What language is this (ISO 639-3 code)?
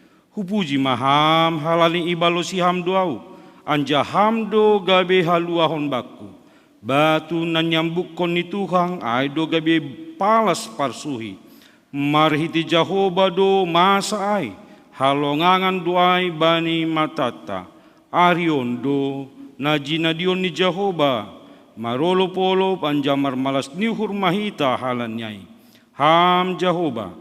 bts